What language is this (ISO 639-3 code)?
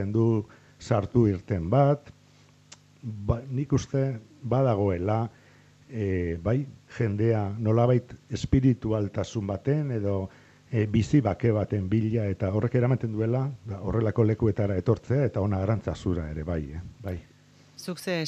eus